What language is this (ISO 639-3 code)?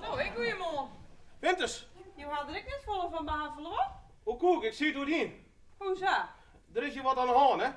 fry